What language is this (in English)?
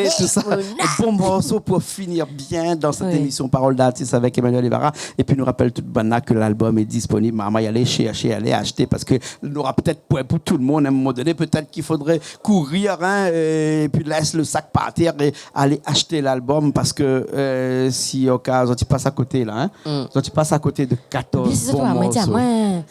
Réunion Creole French